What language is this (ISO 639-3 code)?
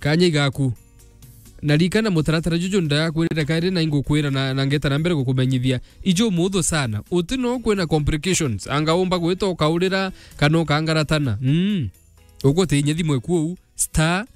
mer